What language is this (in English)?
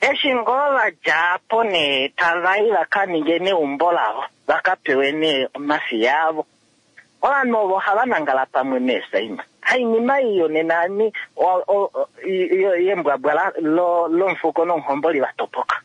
Kuanyama